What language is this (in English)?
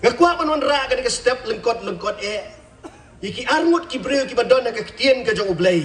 Khasi